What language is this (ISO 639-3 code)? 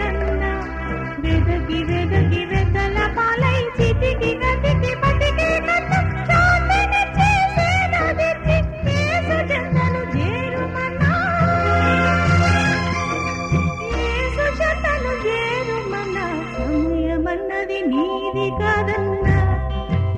tel